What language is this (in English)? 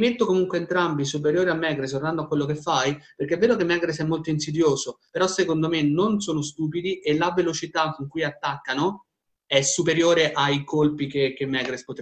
Italian